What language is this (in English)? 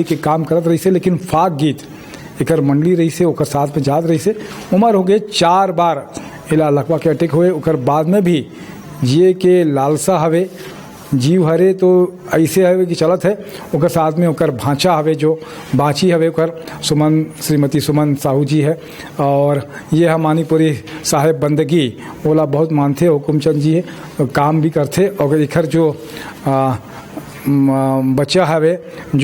Chhattisgarhi